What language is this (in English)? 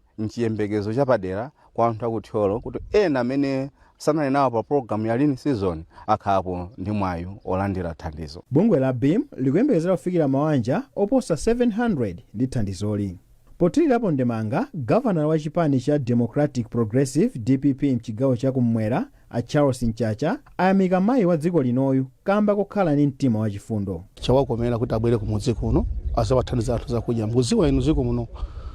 Nyanja